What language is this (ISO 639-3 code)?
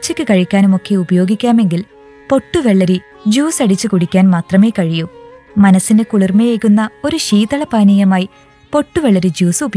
mal